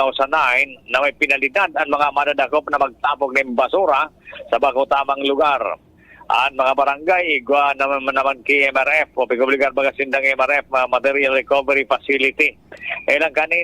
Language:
Bikol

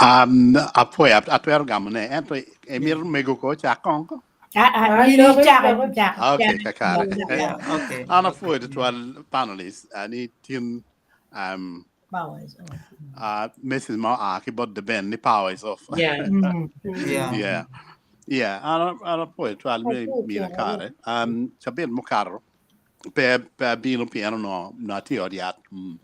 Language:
Acoli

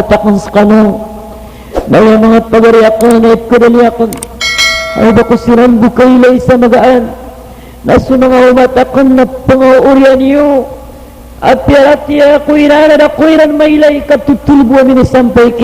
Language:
Maranao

